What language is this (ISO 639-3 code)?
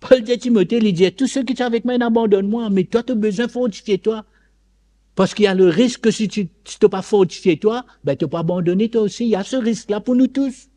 mfe